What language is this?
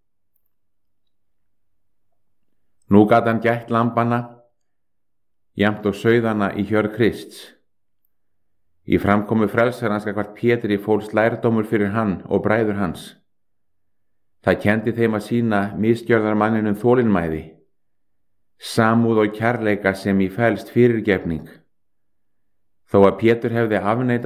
Icelandic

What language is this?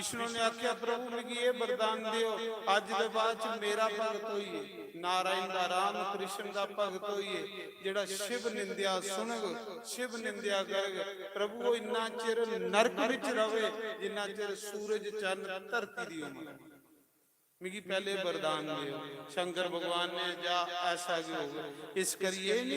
Dogri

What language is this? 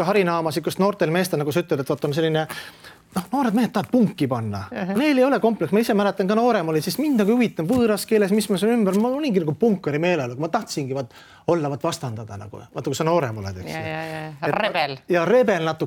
Estonian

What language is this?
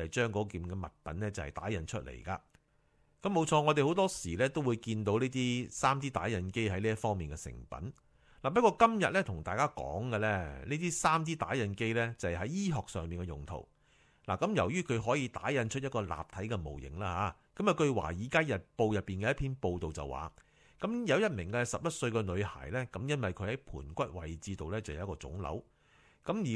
Cantonese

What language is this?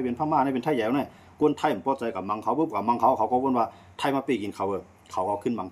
Shan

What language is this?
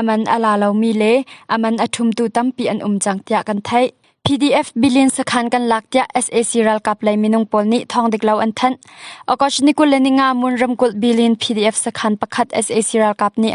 Hakha Chin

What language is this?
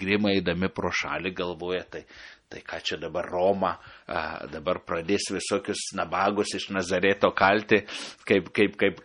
Lithuanian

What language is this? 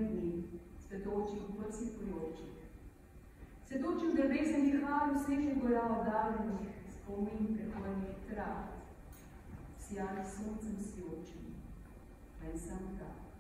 Slovenian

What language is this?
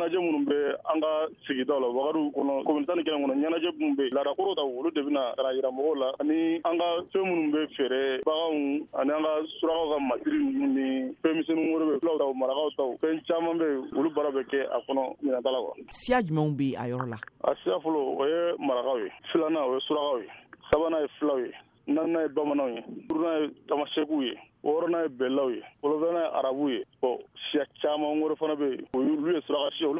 Bambara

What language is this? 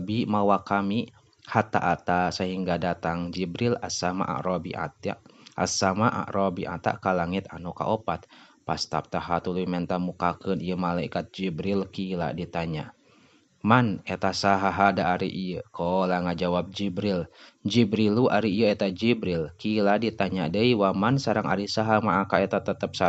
Sundanese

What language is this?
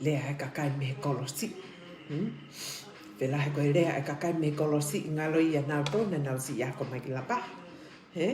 Tongan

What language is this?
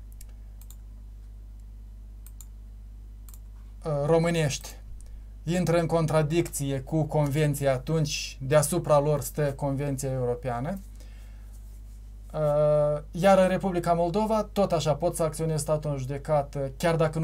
Romanian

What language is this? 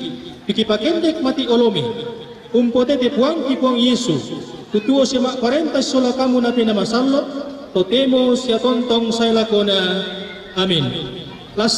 Toraja-Sa'dan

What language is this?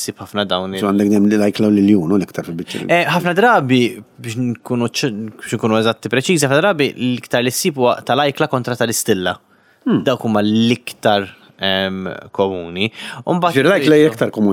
Maltese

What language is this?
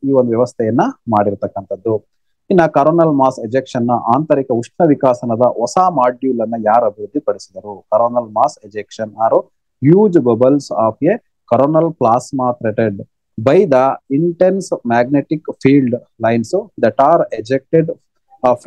Kannada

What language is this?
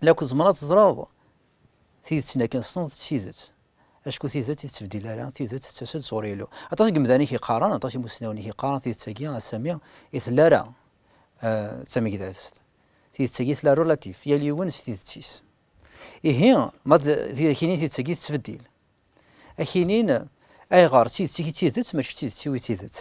Kabyle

